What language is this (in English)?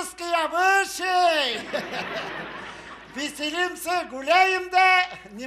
Tatar